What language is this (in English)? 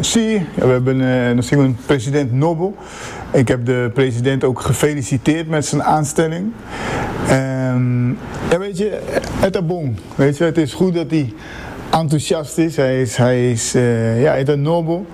Papiamento